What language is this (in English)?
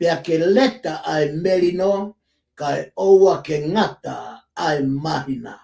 Tongan